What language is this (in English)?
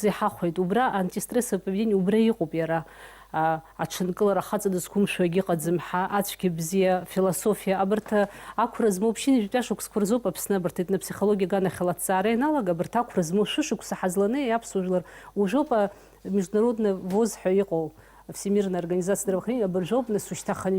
Abkhazian